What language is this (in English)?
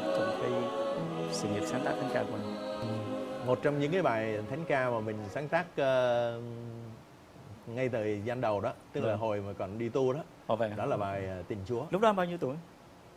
Vietnamese